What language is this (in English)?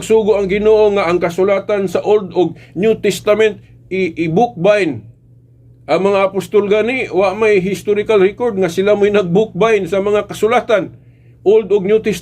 Cebuano